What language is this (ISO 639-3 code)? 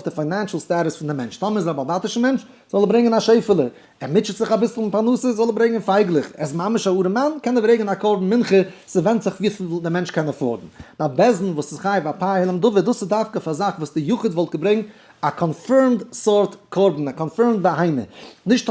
yid